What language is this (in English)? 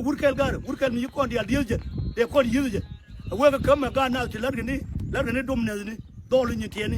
Nuer